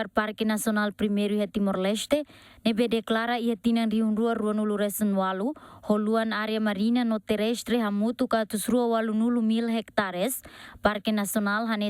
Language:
Tetum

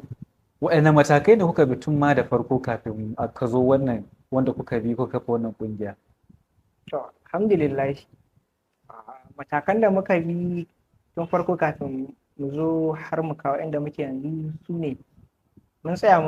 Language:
Hausa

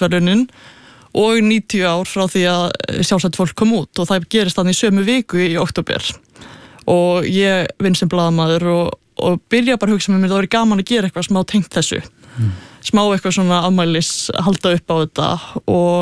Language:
Icelandic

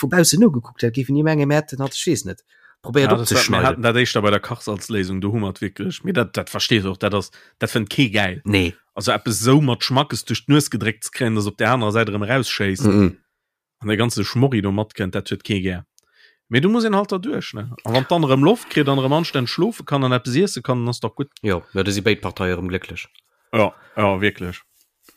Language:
Luxembourgish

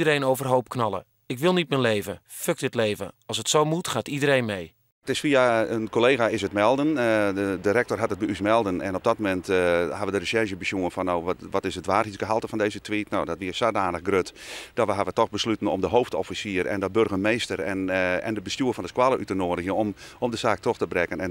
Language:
Western Frisian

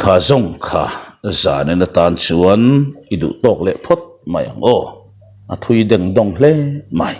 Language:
Mizo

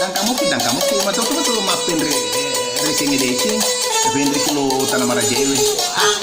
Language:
Buginese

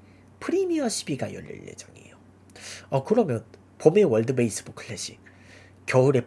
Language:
Korean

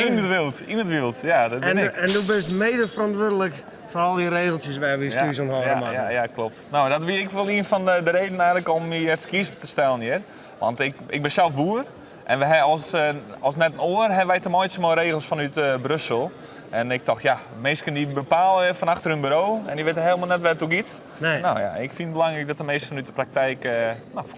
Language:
Western Frisian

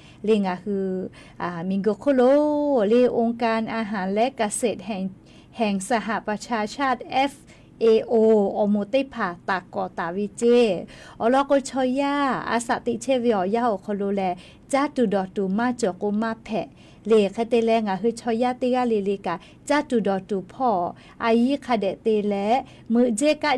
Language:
Lahu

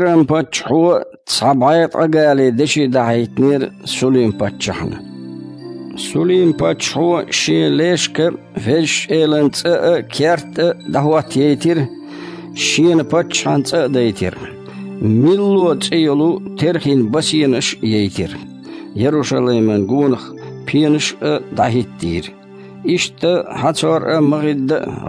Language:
Chechen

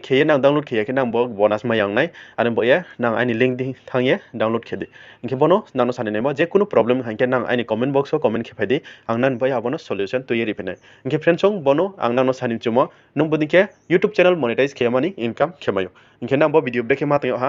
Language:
Riang (India)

